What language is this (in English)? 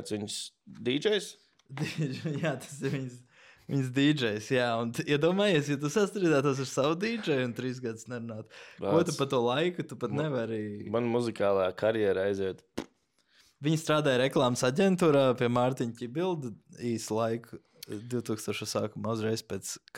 Latvian